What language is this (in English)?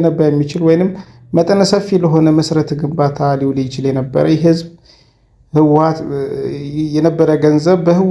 Amharic